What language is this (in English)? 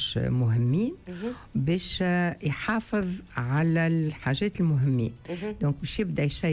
Tunisian Arabic